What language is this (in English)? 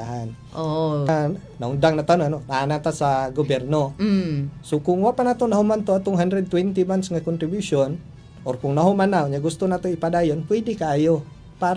Cebuano